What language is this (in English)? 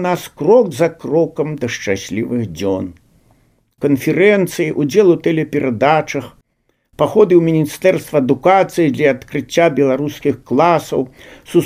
Belarusian